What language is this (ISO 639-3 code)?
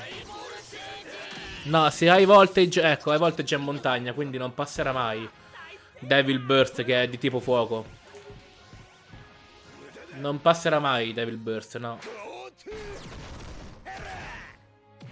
ita